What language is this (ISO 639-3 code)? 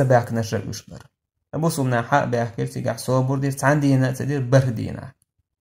che